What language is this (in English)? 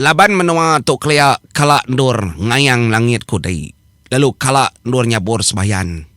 Iban